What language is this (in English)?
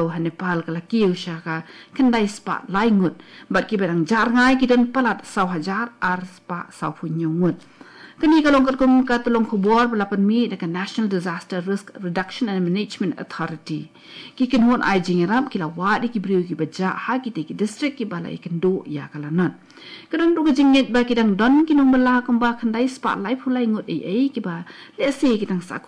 Khasi